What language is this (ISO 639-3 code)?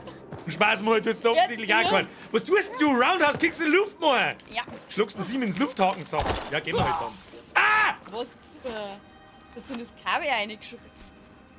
bar